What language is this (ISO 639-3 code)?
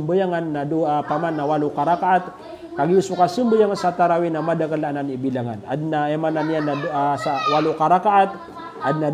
mrw